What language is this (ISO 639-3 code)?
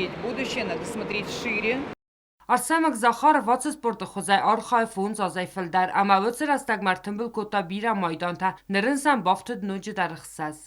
oss